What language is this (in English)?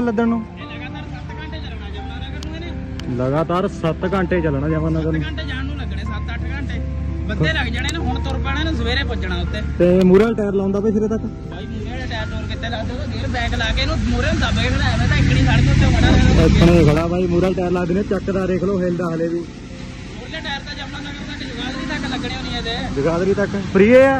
Punjabi